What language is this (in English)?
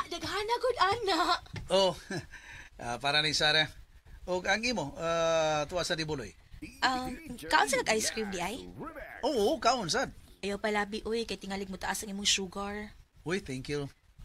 Cebuano